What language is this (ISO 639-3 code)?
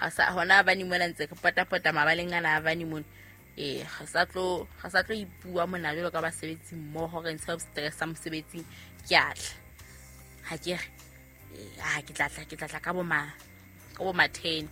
sot